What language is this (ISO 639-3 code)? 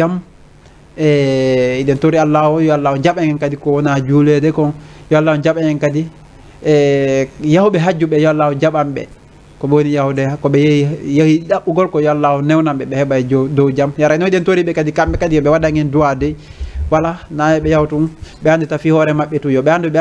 ful